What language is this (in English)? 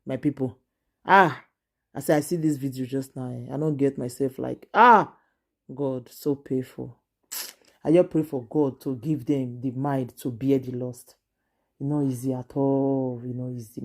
Nigerian Pidgin